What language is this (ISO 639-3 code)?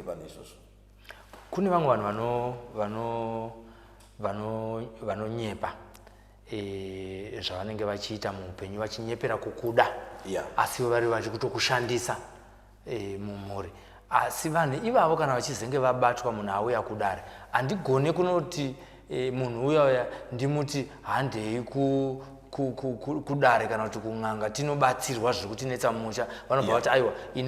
sna